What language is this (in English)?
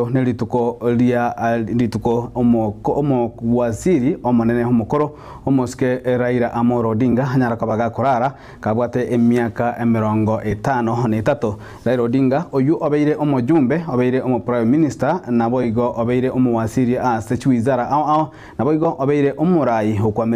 Gusii